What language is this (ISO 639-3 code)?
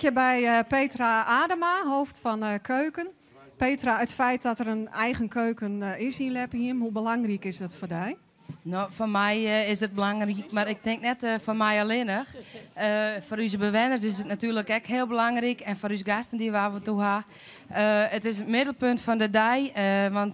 fry